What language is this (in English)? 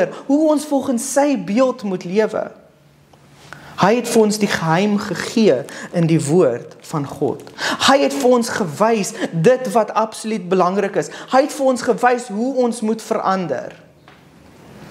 Afrikaans